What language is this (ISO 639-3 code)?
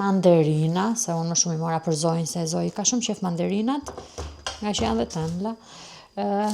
sqi